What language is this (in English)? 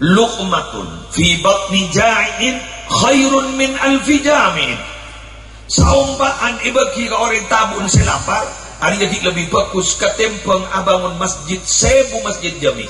Madurese